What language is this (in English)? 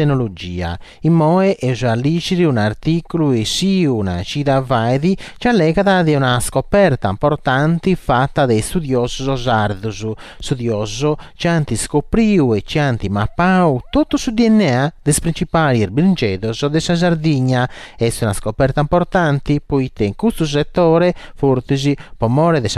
Sardinian